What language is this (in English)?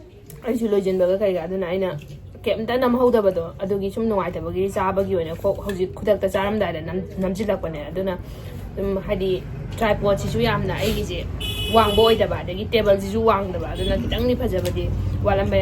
Manipuri